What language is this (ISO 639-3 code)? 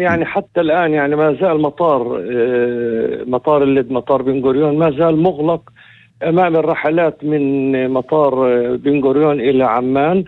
apc